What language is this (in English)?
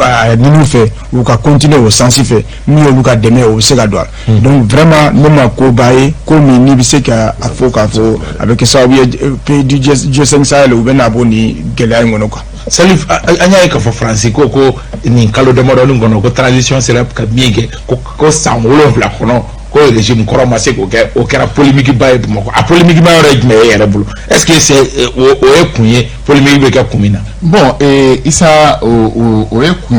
Bambara